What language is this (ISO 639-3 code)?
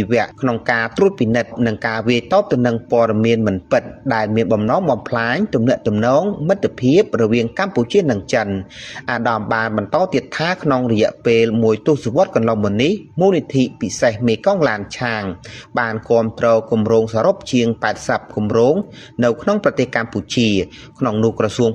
khm